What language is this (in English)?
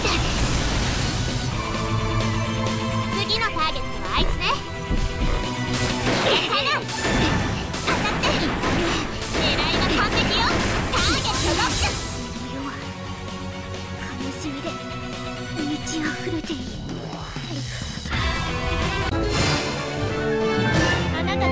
Japanese